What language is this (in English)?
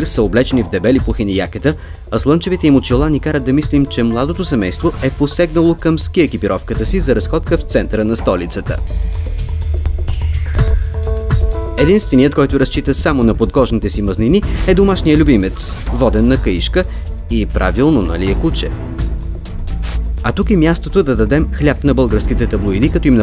Bulgarian